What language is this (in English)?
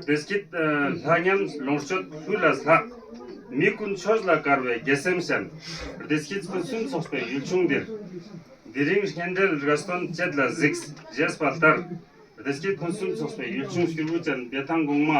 Ladakhi